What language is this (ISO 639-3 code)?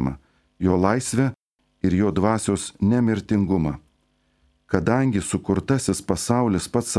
lit